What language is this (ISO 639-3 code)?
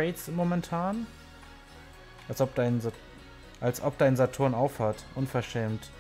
deu